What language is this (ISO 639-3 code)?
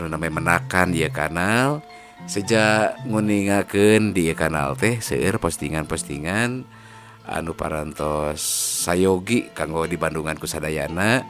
sun